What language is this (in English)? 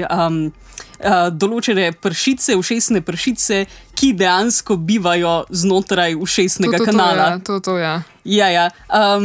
Slovenian